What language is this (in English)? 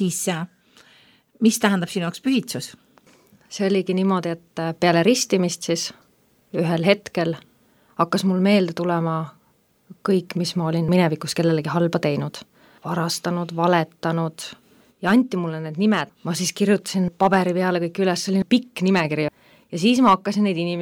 Estonian